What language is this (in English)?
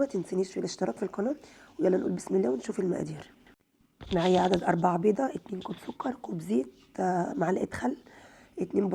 Egyptian Arabic